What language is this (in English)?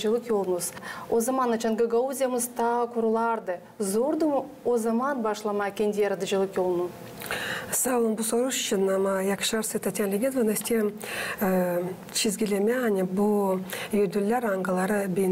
Gagauz